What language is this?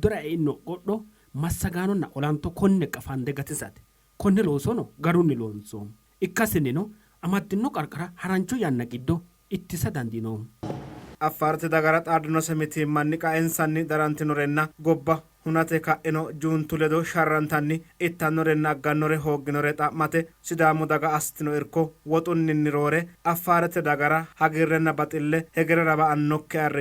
Sidamo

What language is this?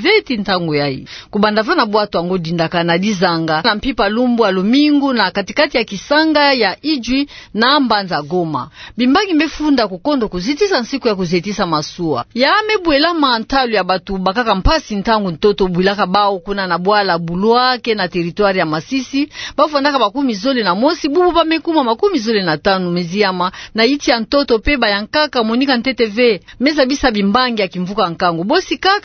Kituba (Democratic Republic of Congo)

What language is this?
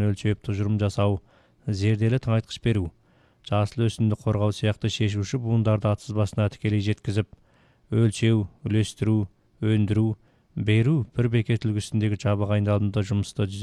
Kazakh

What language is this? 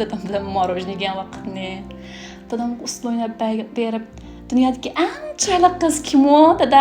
Uyghur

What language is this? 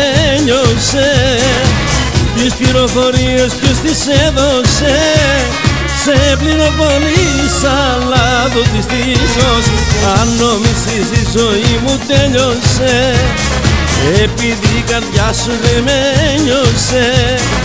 Greek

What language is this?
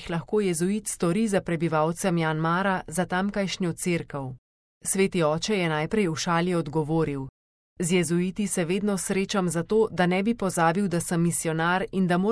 Slovenian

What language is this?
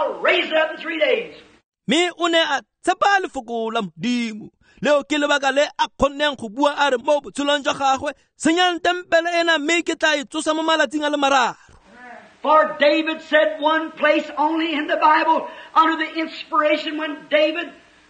Tswana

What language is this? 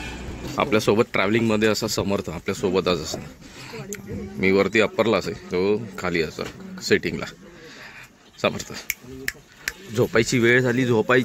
Marathi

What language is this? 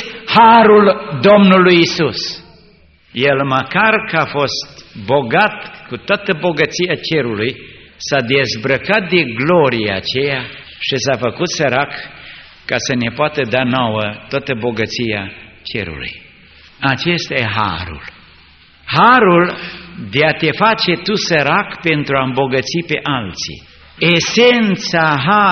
Romanian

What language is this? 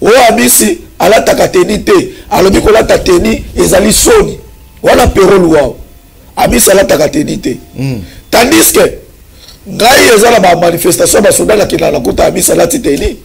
Lingala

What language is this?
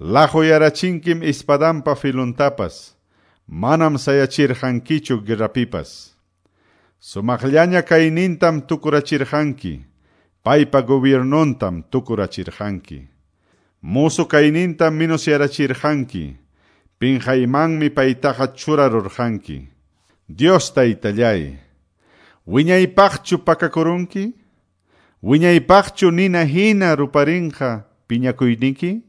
Quechua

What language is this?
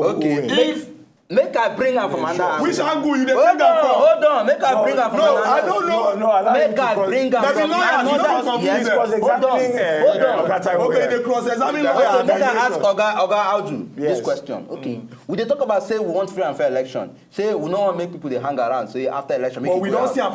Nigerian Pidgin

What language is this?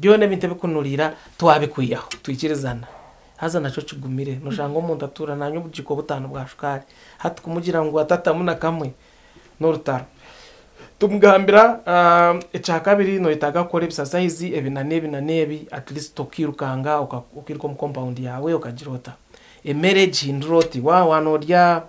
Nyankole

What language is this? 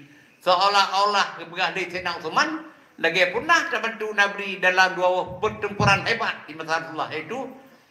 Achinese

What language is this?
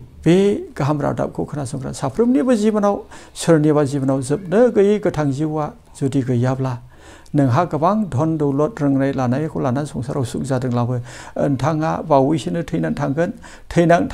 Bodo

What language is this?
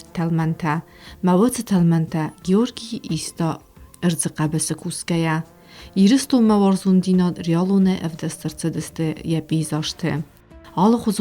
Ossetic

